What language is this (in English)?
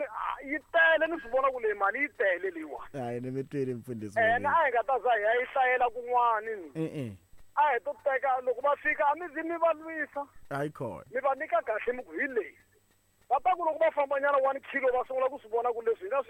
Tsonga